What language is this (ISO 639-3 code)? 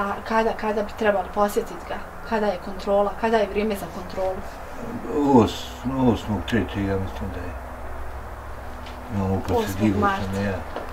bos